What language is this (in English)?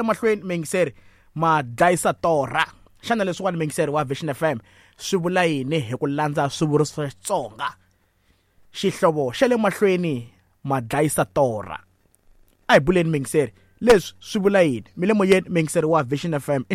Tsonga